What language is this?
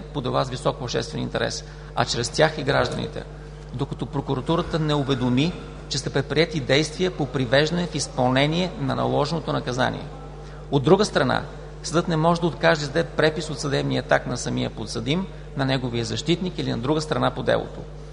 Bulgarian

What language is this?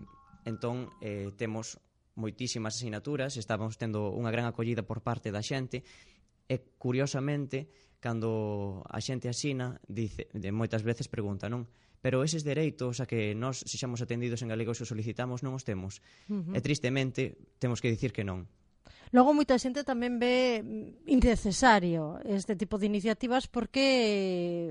Galician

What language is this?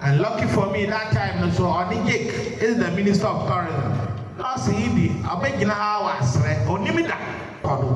Akan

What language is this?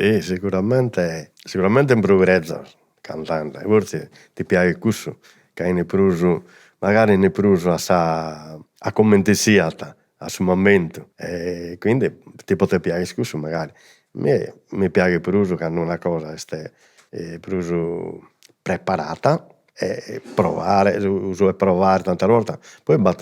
Sardinian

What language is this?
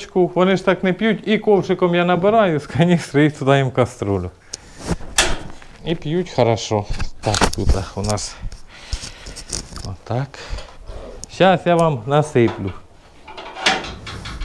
Ukrainian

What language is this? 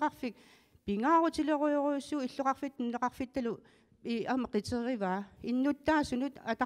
Kalaallisut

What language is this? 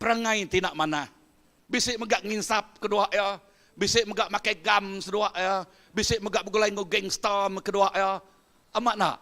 Iban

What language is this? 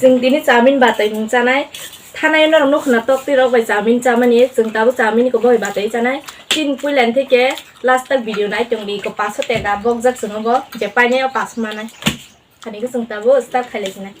Kok Borok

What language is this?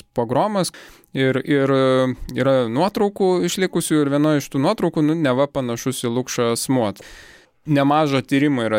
Lithuanian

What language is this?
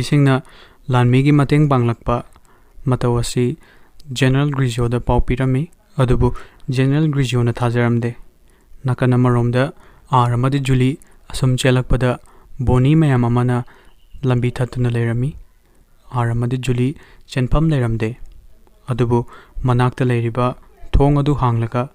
Manipuri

